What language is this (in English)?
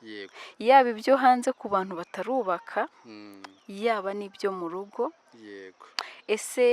Kinyarwanda